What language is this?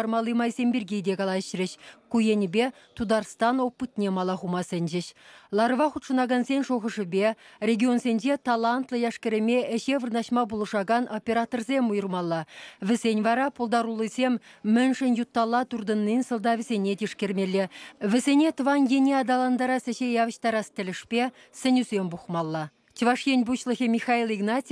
Chuvash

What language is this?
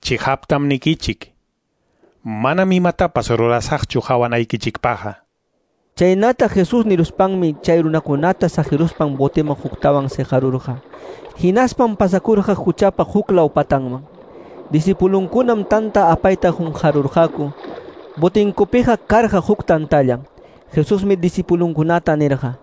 Quechua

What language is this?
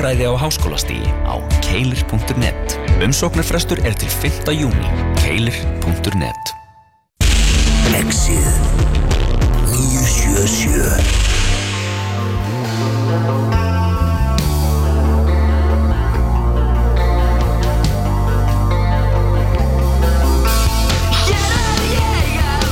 Icelandic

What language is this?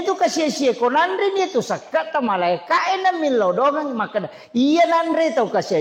Buginese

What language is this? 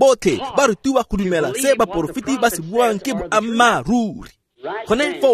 Tswana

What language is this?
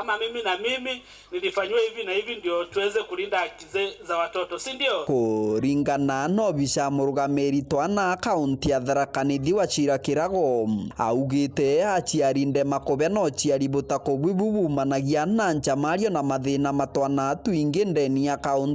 Meru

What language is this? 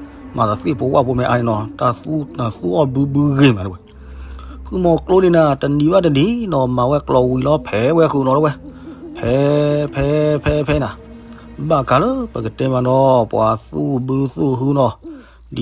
S'gaw Karen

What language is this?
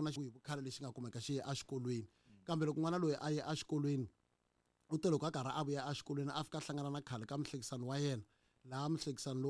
Tsonga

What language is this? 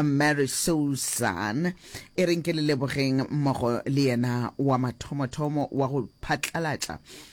Northern Sotho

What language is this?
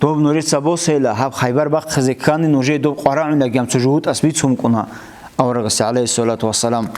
Avaric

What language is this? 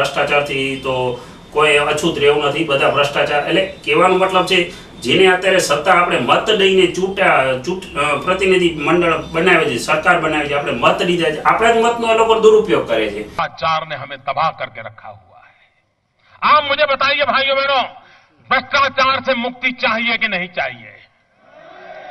Gujarati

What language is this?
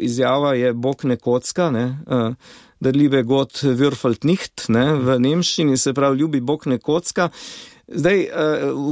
Slovenian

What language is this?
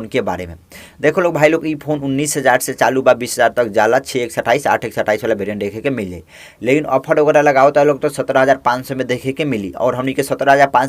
Bhojpuri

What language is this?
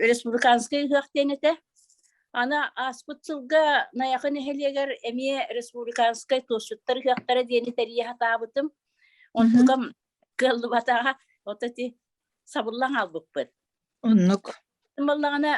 Yakut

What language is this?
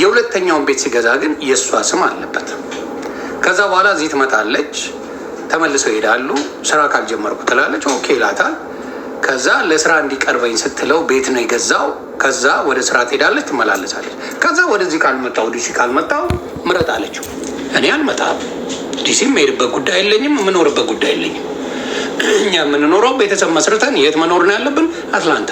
Amharic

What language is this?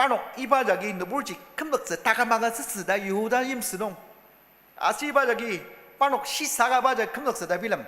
Ao Naga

